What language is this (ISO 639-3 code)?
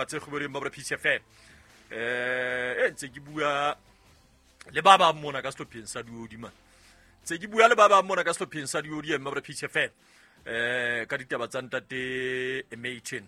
sot